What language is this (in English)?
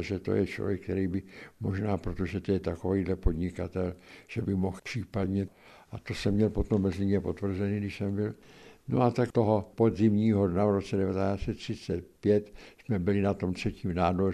Czech